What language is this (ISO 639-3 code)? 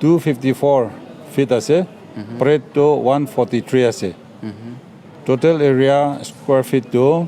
nag